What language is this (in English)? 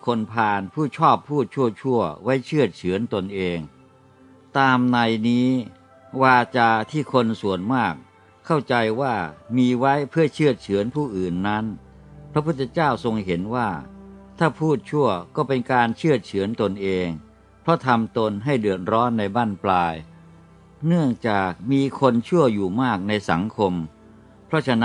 Thai